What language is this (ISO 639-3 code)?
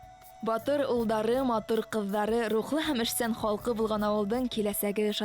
bak